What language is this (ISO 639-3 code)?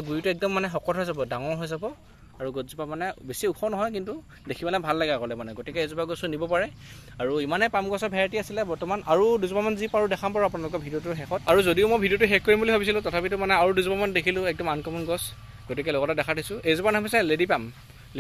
asm